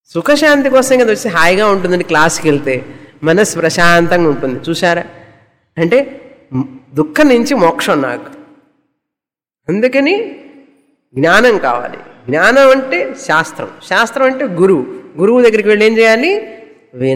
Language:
Telugu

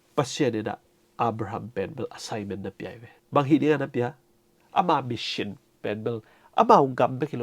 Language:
Tedim Chin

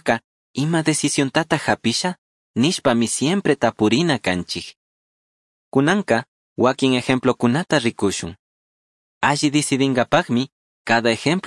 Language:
Chimborazo Highland Quichua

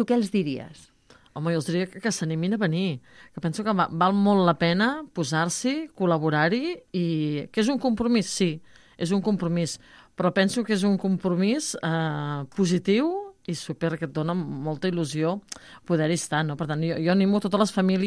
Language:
Catalan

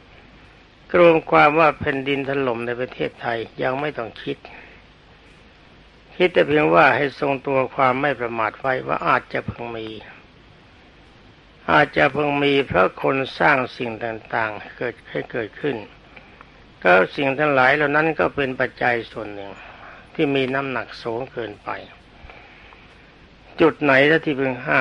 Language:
Thai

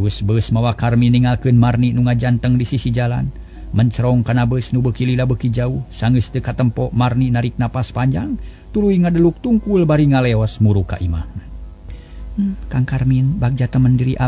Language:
Sundanese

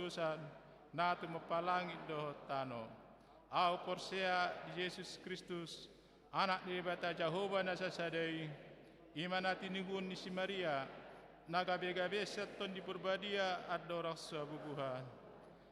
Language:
Batak Toba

